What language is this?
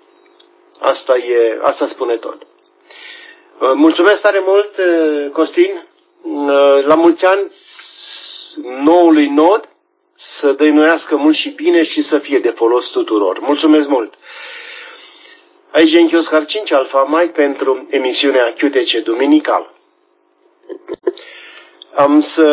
Romanian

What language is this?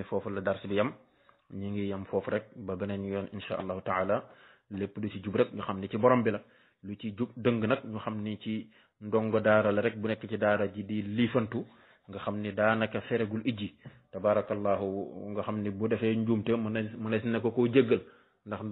Wolof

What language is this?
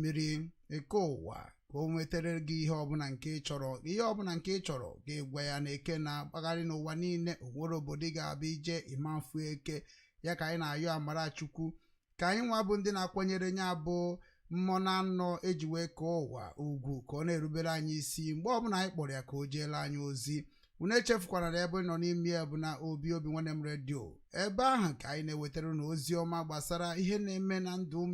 Igbo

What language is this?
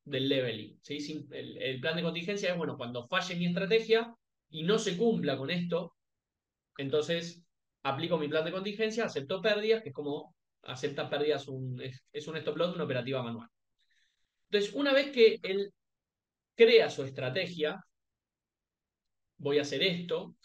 Spanish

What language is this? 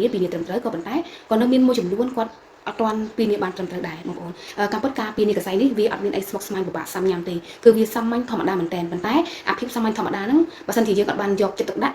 Khmer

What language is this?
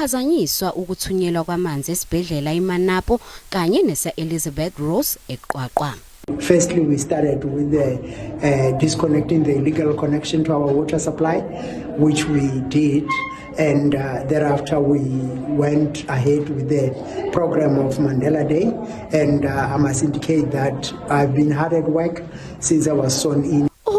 Zulu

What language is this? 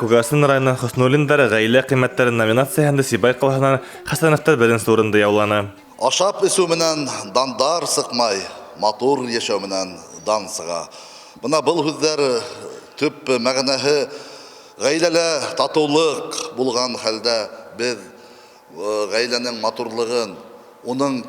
Bashkir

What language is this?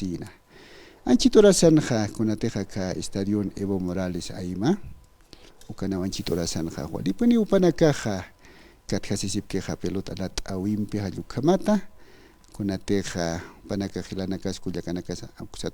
Aymara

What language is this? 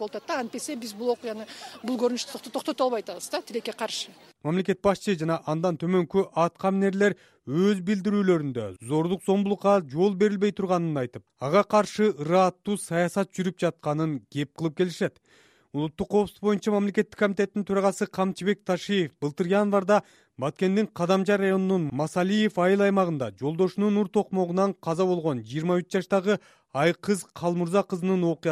Kyrgyz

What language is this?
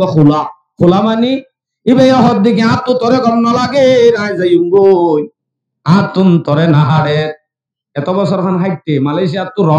Rohingya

